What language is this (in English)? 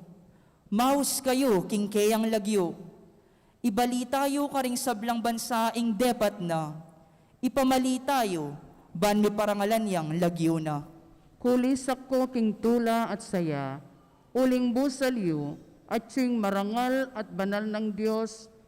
Pampanga